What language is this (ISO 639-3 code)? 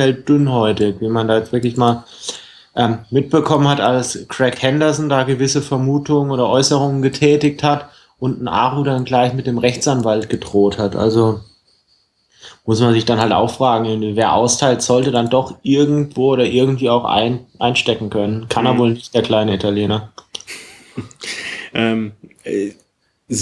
deu